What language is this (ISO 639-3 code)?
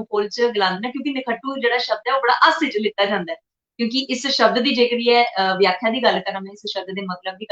doi